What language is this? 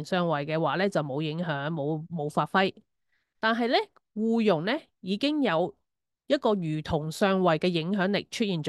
Cantonese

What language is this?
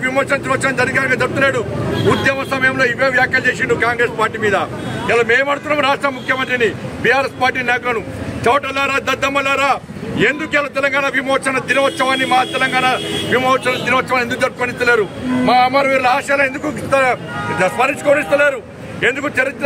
Telugu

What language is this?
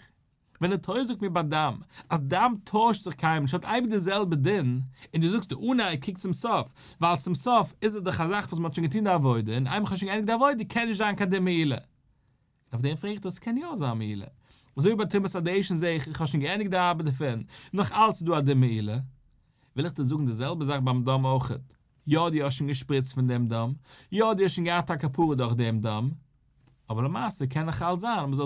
Yiddish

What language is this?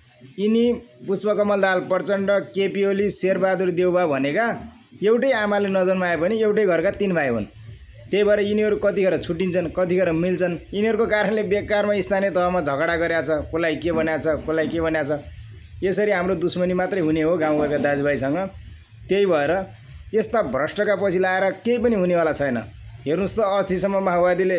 Nepali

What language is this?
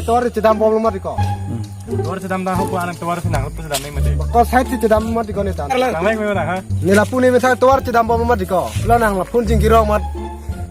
Karbi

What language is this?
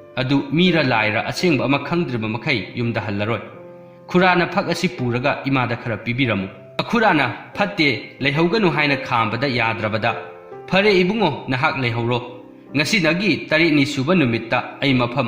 Manipuri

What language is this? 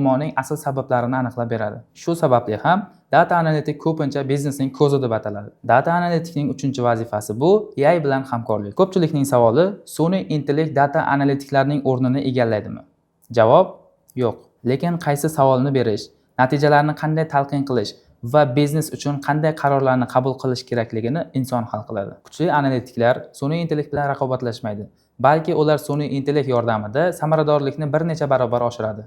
Uzbek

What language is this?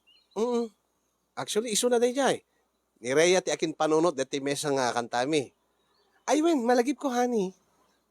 Iloko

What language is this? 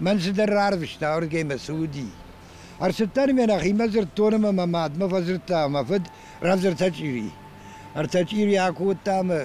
Ossetic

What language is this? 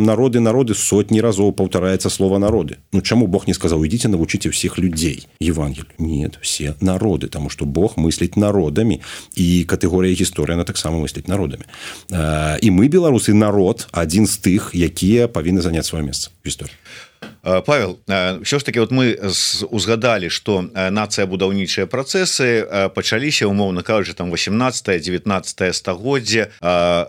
Belarusian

